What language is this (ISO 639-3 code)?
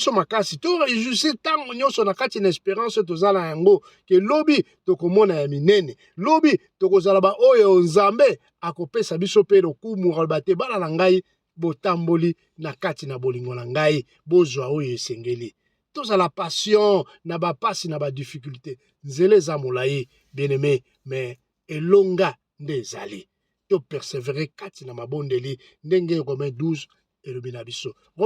lin